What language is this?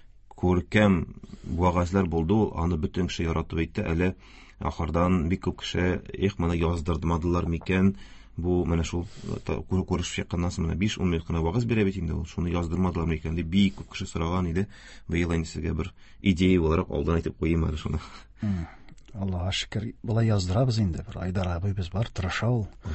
Tatar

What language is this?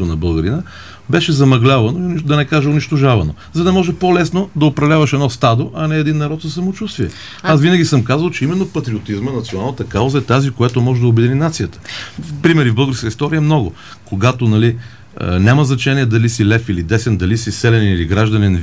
Bulgarian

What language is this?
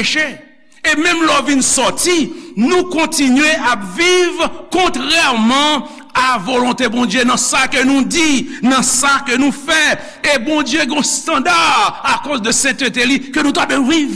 Haitian Creole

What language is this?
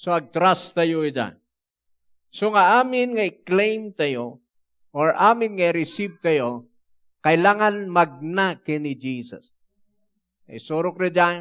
Iloko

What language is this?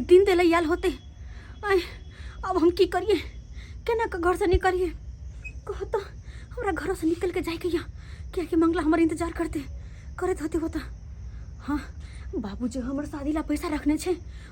Maithili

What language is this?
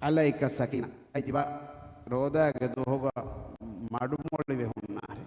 Divehi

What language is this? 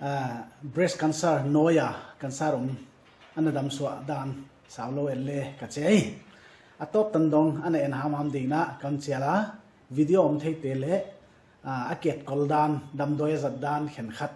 Paite Chin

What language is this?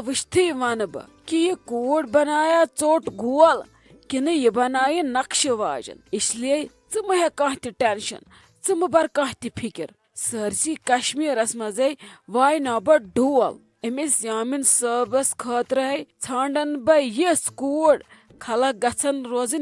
Kashmiri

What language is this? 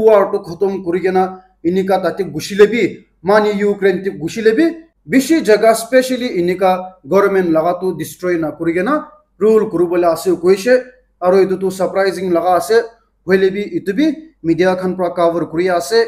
Naga Pidgin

